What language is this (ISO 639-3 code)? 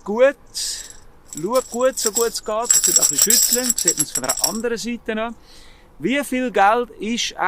gsw